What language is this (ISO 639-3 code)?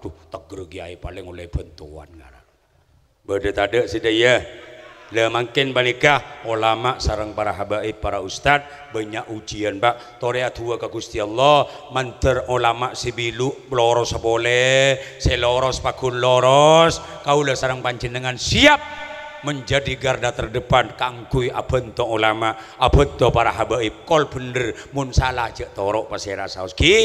mad